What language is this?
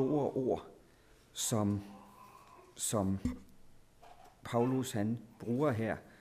Danish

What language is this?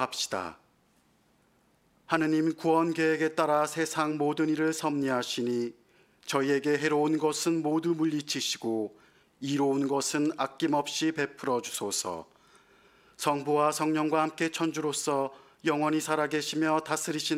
Korean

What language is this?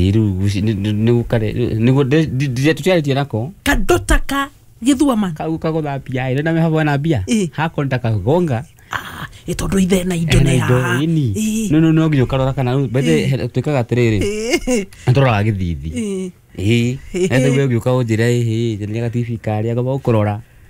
Kikuyu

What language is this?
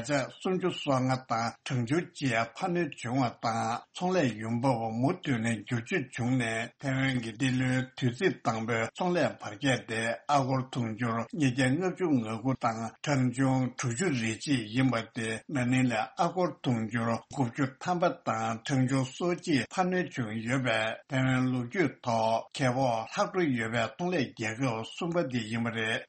Tibetan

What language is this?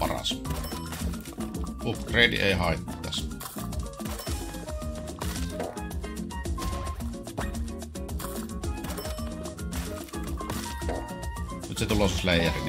Finnish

